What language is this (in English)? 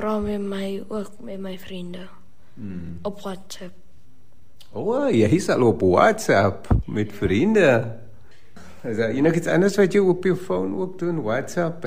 Afrikaans